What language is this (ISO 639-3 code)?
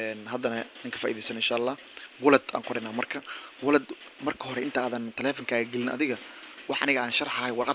som